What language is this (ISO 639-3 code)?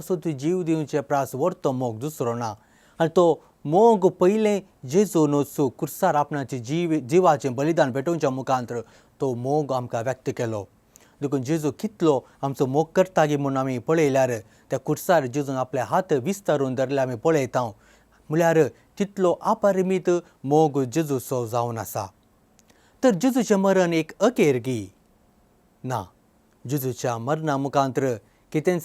kok